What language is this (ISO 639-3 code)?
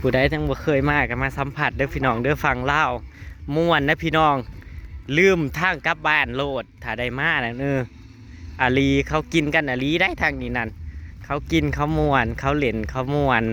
tts